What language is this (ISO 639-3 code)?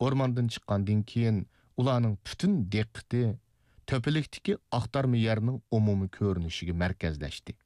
uig